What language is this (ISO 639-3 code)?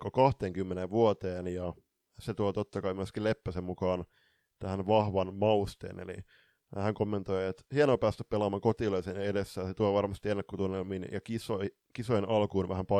fin